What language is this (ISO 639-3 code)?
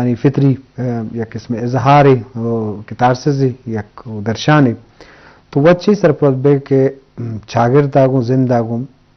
bgp